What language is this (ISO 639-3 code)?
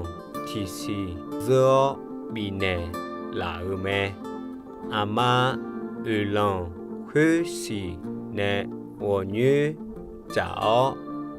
ahk